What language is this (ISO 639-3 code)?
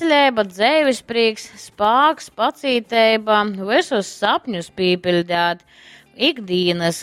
ltg